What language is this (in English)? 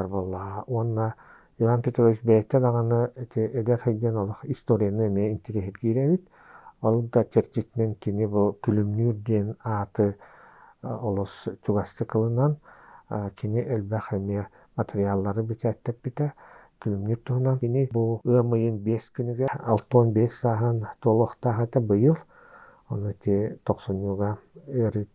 Yakut